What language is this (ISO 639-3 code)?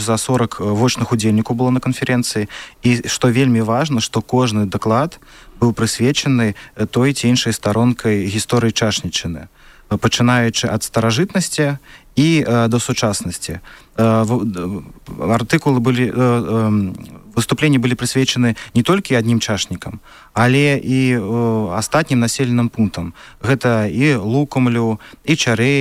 bel